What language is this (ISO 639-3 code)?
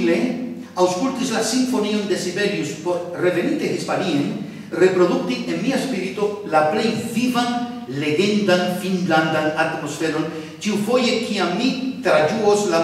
epo